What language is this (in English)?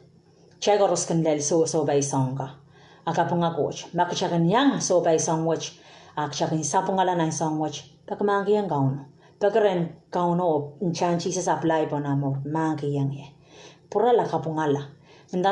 Pohnpeian